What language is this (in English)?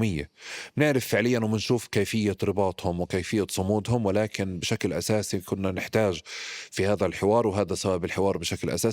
North Levantine Arabic